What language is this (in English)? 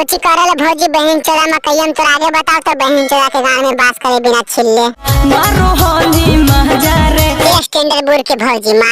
Magahi